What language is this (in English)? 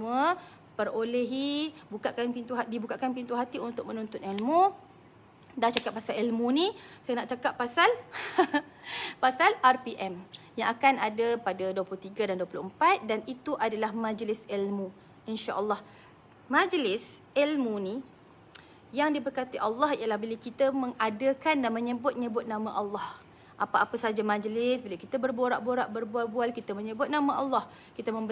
Malay